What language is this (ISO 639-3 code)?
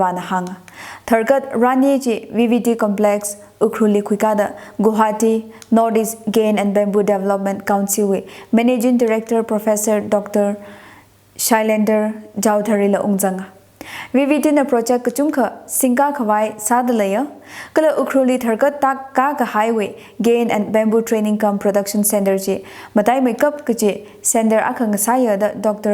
nmf